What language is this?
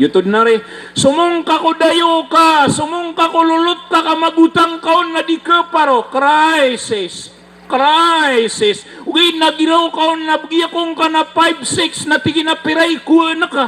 Maranao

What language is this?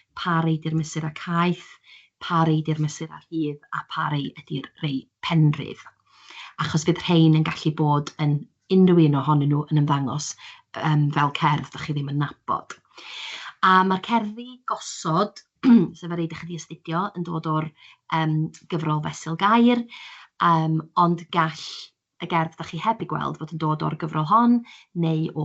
Welsh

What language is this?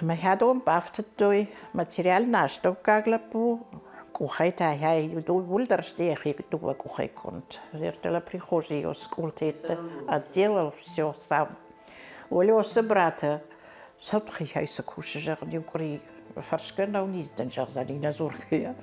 Ossetic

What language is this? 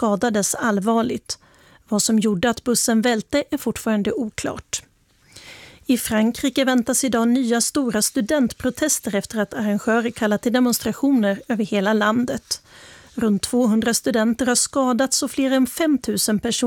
Swedish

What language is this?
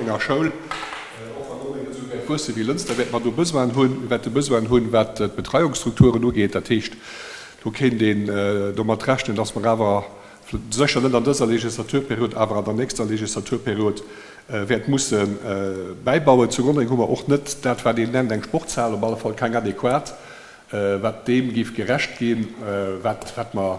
Luxembourgish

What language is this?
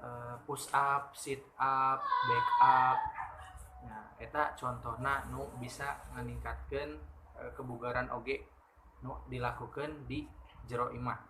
Sundanese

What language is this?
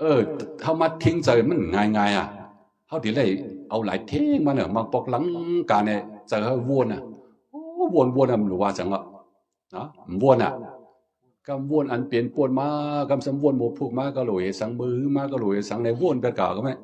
Shan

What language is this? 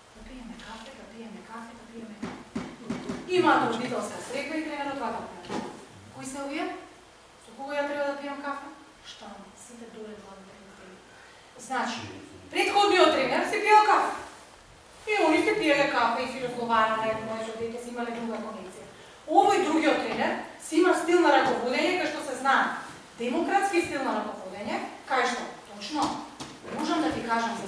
Macedonian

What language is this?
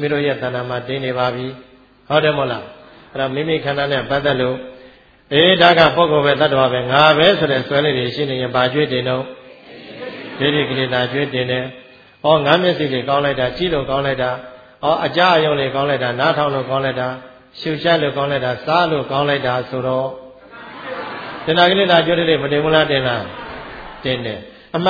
Burmese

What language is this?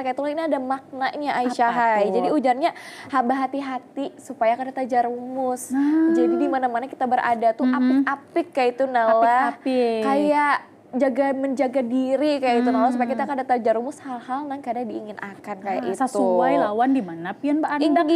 Banjar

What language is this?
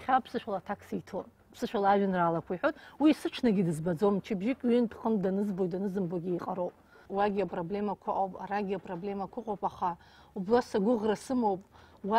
Abkhazian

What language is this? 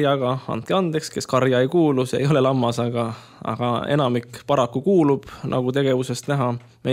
Estonian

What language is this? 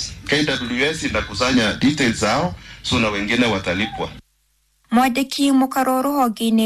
Kikuyu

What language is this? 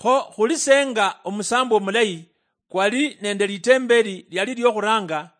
Luyia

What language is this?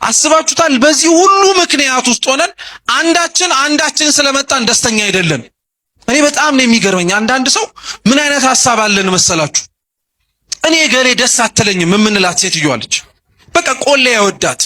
Amharic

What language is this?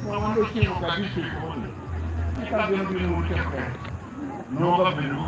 Acoli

